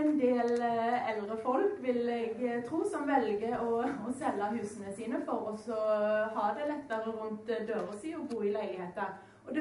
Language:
Norwegian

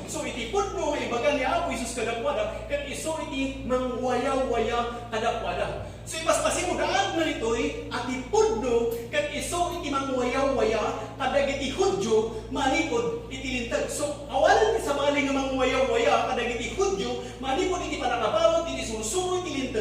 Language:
Iloko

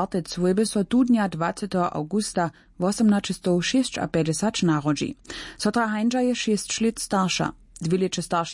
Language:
Upper Sorbian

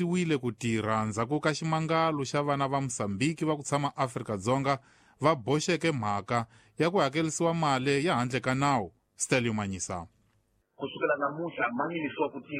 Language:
Tsonga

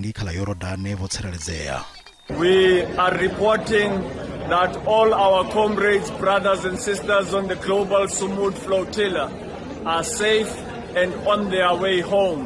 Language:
Venda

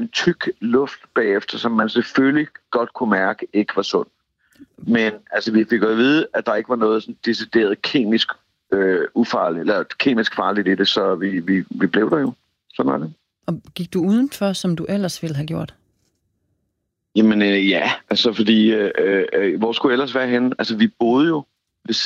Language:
Danish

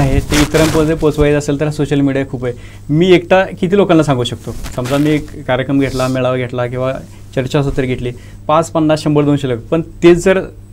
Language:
Marathi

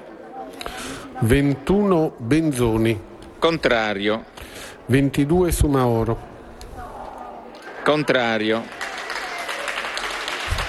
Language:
Italian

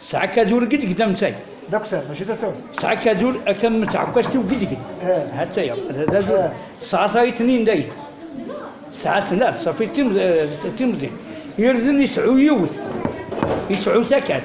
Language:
Kabyle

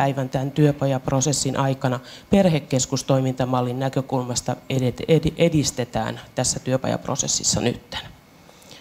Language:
Finnish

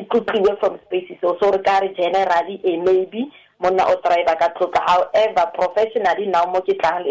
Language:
Tswana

